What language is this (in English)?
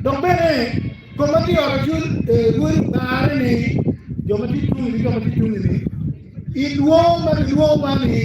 Acoli